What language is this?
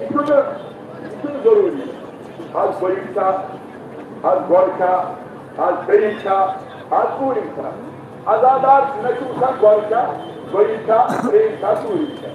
Kashmiri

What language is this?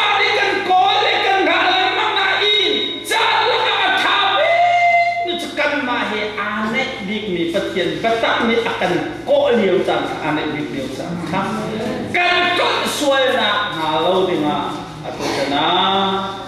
Hakha Chin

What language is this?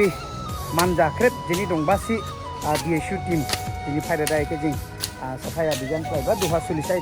Dimasa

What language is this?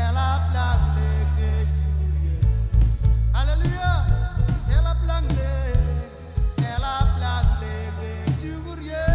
Marshallese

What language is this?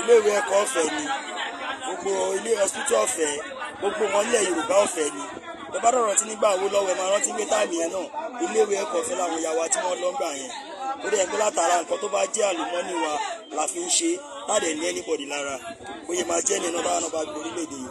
Yoruba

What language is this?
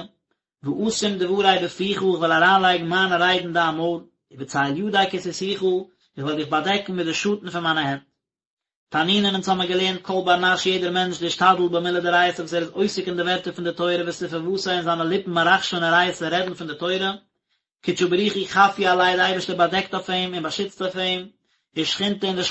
Yiddish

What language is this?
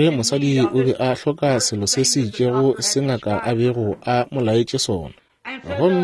Northern Sotho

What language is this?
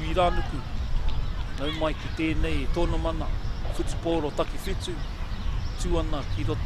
Māori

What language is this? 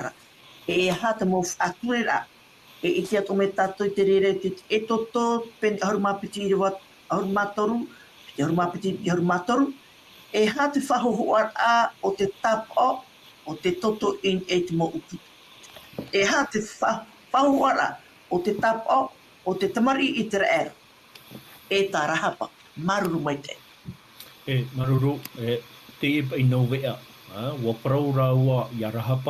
Tahitian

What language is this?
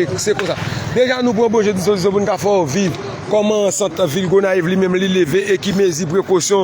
Haitian Creole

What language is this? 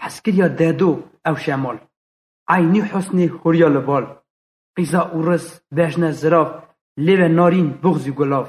Kurdish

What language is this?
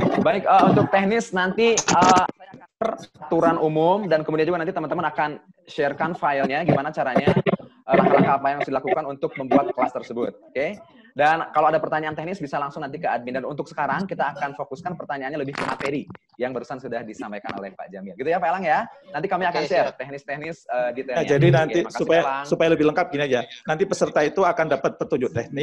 Indonesian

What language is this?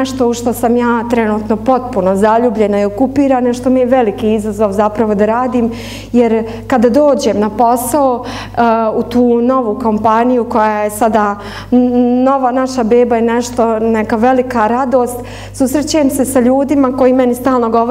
Bosnian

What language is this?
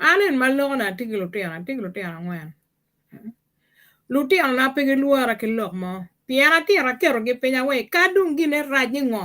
Acoli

